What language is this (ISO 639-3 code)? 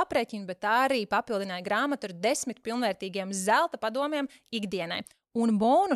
lav